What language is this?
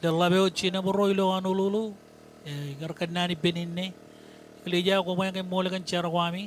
Marshallese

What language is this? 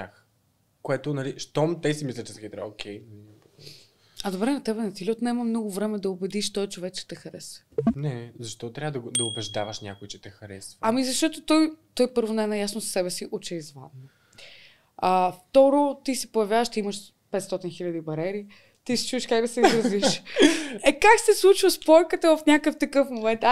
Bulgarian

